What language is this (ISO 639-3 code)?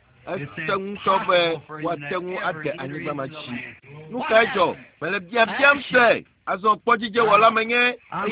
ewe